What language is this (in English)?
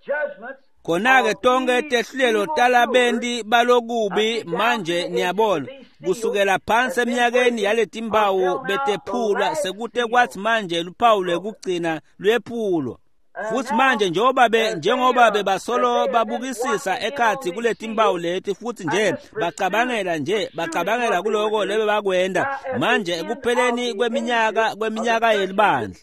Swati